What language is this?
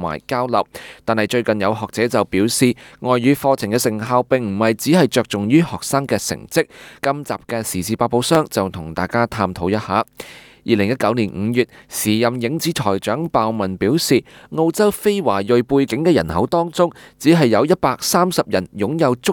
Cantonese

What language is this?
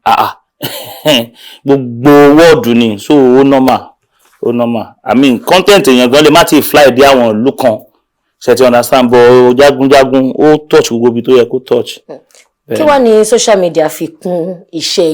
Yoruba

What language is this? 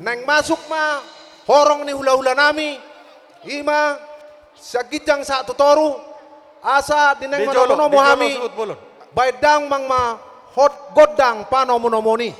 Batak Toba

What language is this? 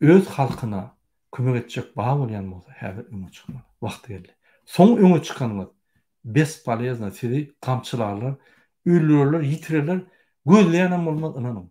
Turkmen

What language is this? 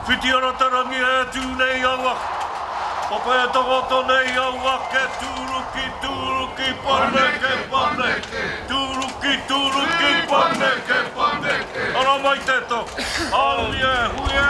Māori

